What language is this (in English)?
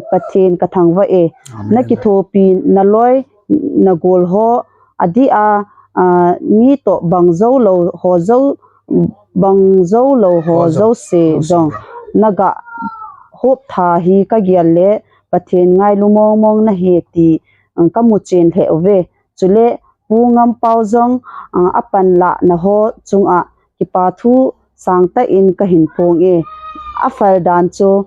Thado Chin